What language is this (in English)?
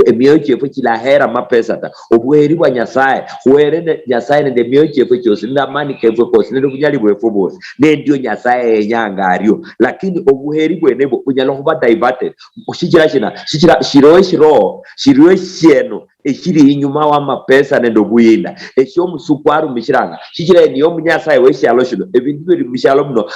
Luyia